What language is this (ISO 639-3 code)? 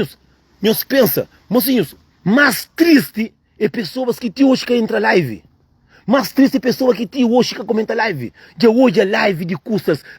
kea